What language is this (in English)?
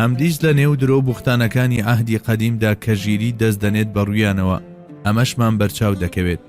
Central Kurdish